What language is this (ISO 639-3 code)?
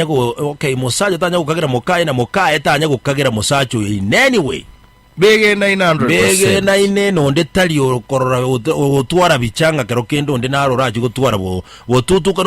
guz